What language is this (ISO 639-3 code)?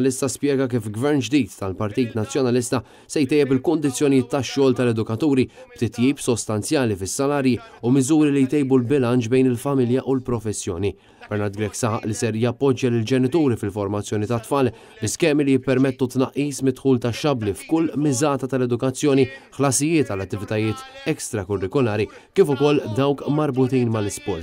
mlt